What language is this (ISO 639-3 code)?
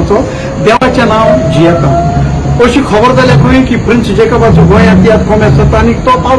kok